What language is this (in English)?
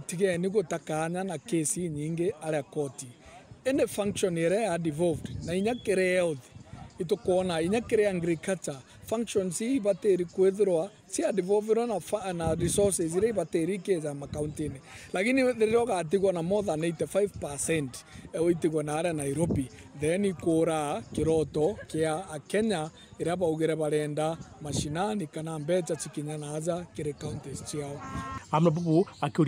Meru